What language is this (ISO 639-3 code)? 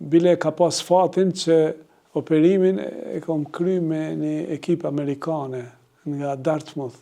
sqi